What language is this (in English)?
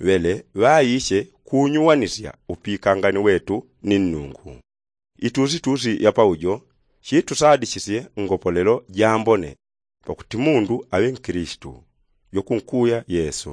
Yao